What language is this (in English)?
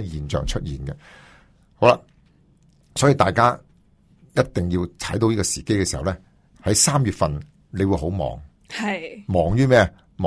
Cantonese